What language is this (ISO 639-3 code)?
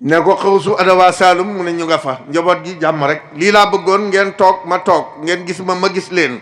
wol